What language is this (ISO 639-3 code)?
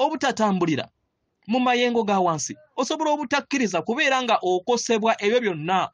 lug